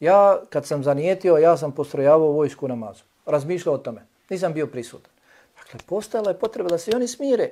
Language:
Bosnian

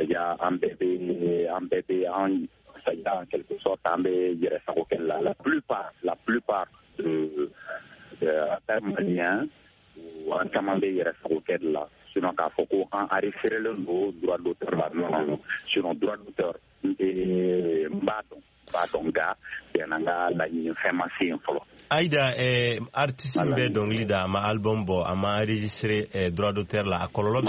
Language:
Bambara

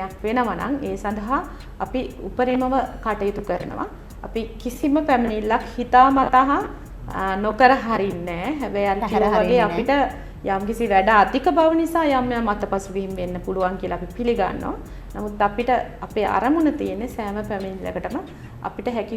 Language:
Sinhala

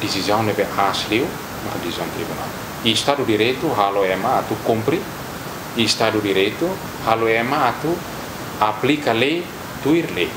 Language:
Tetum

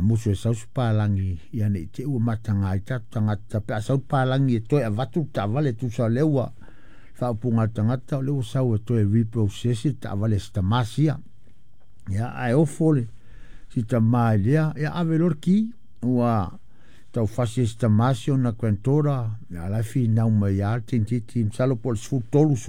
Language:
Samoan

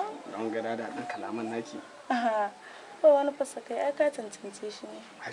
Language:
Hausa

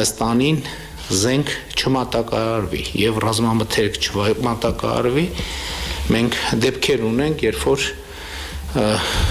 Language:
Armenian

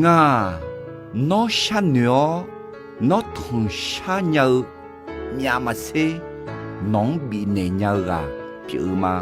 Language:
Akha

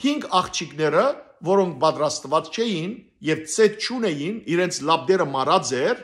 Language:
Western Armenian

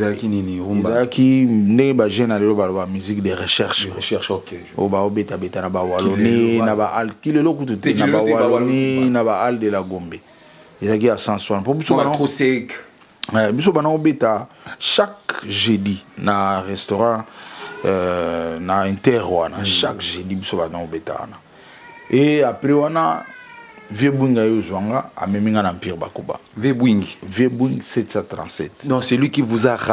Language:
Lingala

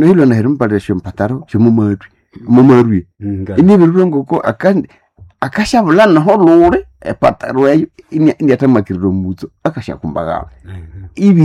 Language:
Nande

